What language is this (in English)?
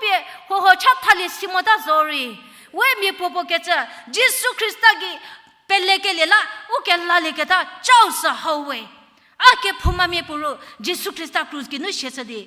Angami Naga